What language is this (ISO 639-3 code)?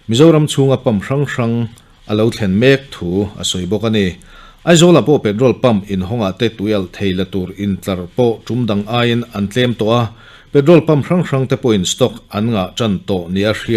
lus